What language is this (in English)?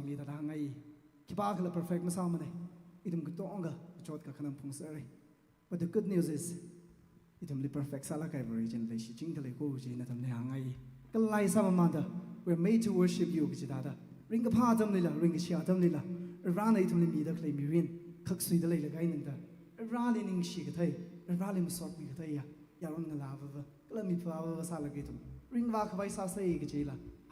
Tangkhul Naga (India)